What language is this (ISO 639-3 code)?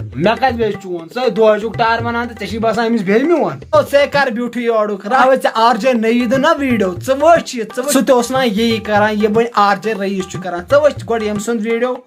kas